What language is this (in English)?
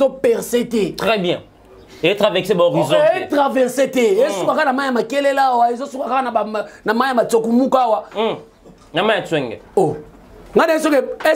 Lingala